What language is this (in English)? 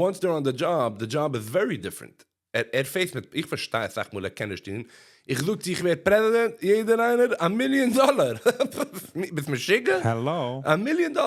Yiddish